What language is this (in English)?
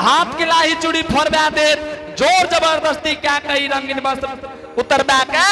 Angika